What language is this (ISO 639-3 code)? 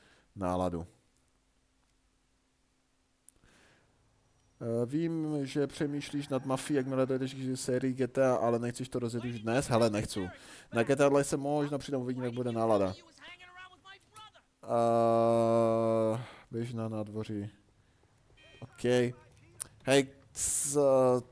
ces